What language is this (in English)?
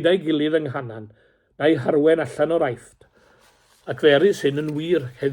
Welsh